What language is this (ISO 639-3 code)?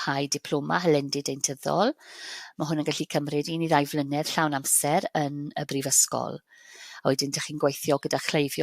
cym